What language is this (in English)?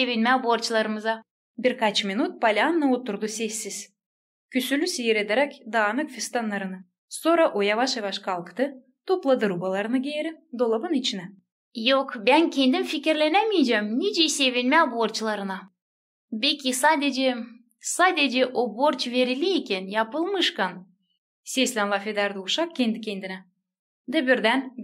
Gagauz